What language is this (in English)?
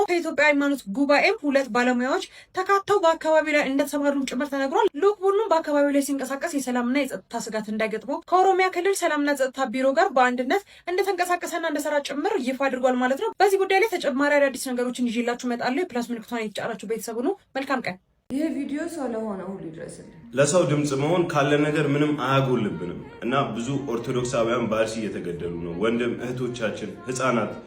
Amharic